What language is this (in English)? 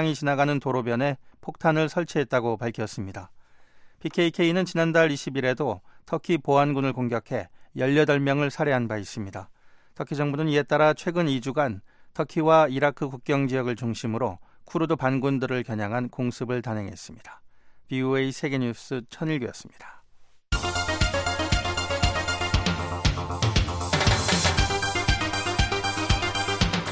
Korean